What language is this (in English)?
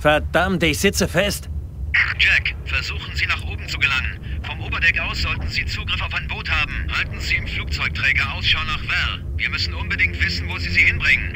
Bavarian